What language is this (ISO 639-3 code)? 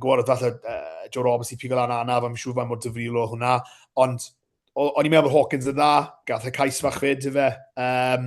cym